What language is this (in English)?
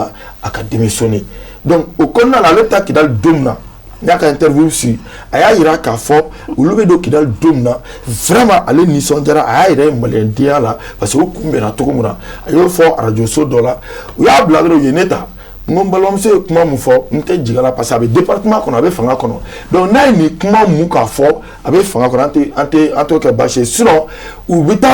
Bambara